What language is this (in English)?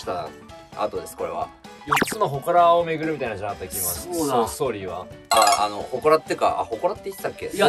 Japanese